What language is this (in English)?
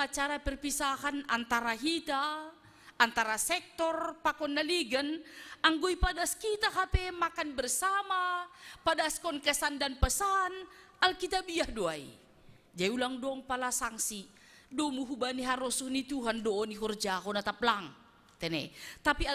Batak Simalungun